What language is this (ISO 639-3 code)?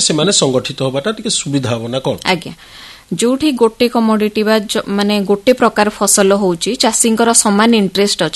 ori